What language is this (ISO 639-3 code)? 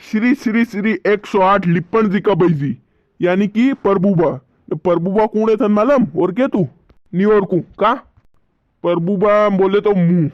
raj